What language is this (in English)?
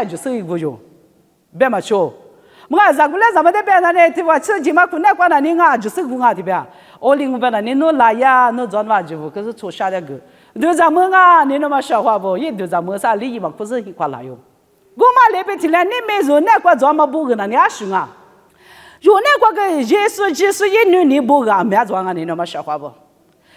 Lisu